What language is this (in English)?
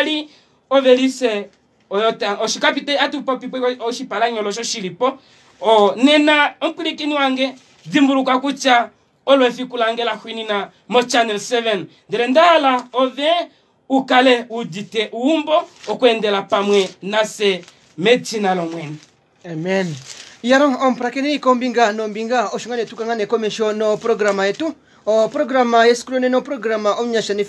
Kuanyama